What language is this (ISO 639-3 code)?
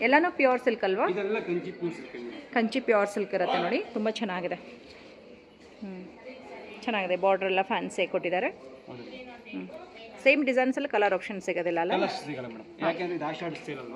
kan